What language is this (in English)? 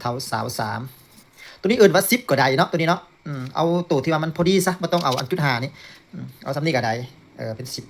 Lao